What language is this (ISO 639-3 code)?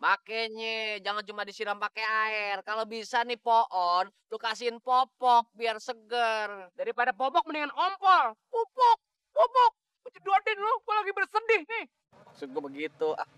bew